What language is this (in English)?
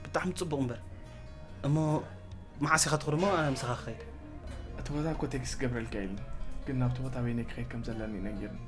Tigrinya